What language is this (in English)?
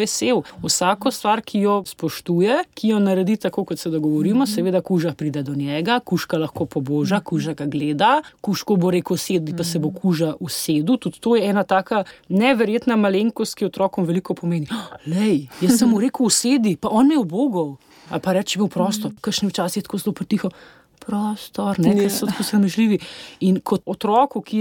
Slovenian